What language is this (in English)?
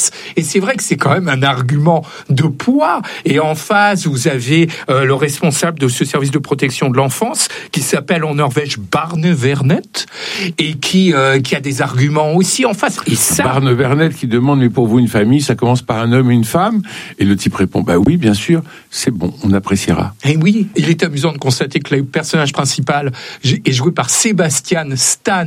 French